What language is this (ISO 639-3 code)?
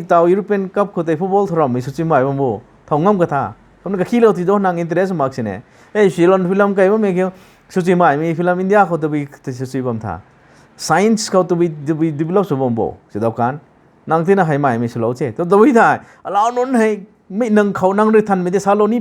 nbu